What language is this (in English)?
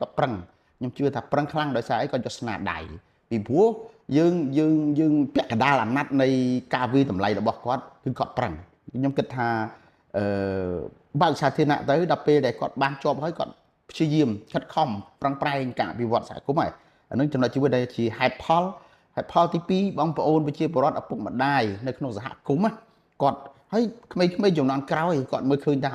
Khmer